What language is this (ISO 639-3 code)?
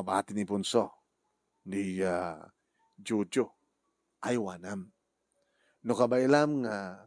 ilo